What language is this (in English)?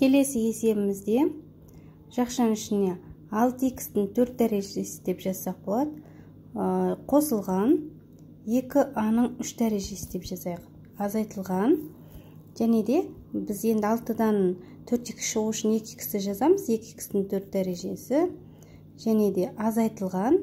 Kazakh